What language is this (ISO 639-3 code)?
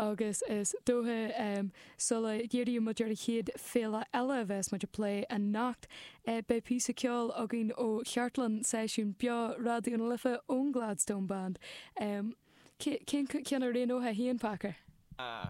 gle